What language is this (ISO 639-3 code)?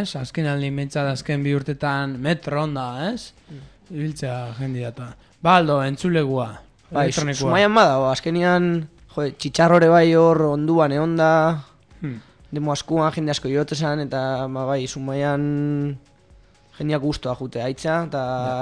eus